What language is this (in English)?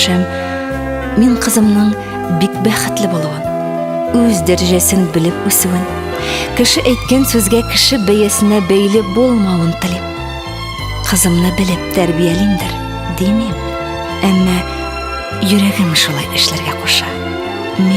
Tatar